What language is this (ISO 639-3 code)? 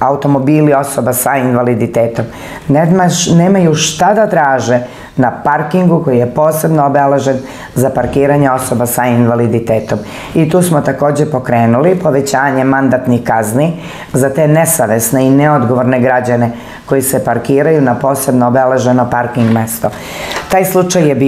srp